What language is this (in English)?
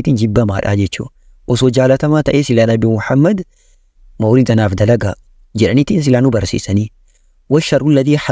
Oromo